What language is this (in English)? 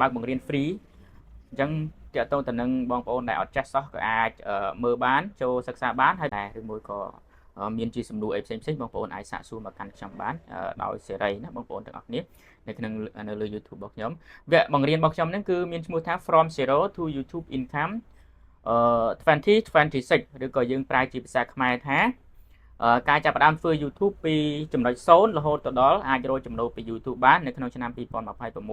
Khmer